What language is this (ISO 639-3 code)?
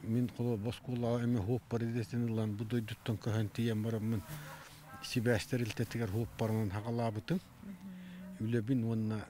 sah